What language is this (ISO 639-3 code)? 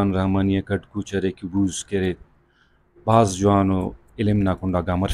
brh